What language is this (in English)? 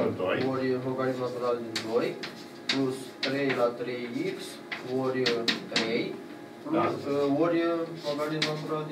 Romanian